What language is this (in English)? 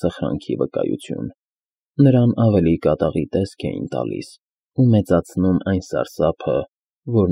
Armenian